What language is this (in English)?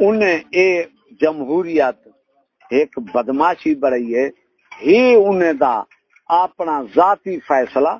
Saraiki